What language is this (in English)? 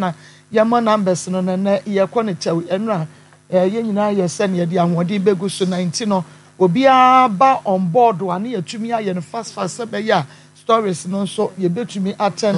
Akan